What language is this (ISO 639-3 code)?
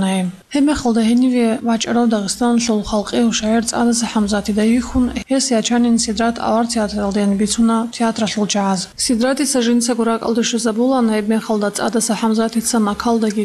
ava